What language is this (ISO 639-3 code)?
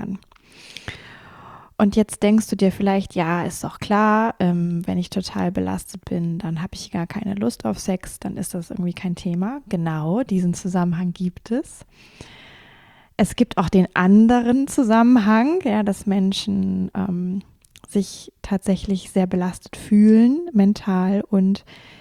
deu